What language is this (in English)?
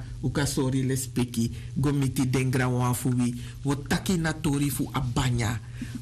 Sranan Tongo